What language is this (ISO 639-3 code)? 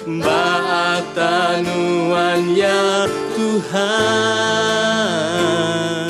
iba